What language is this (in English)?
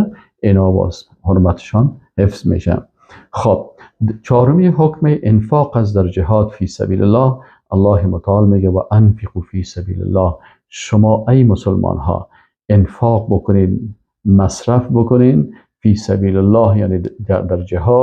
Persian